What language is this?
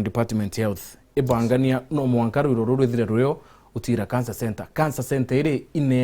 Meru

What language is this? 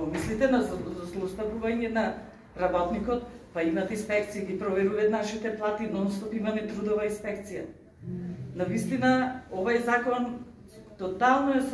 Macedonian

